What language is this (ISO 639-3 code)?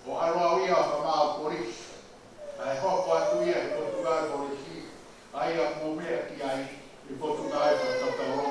ton